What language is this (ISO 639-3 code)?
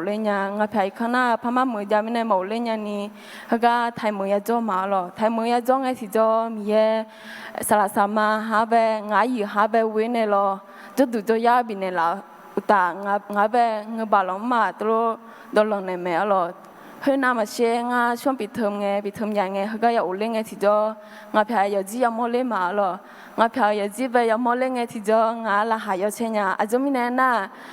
ahk